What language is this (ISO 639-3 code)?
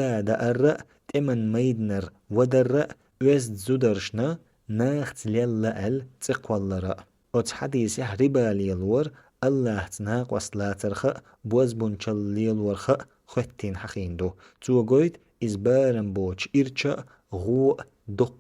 che